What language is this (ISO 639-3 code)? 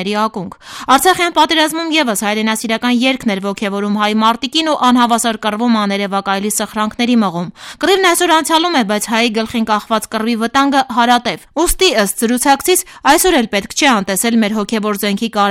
hye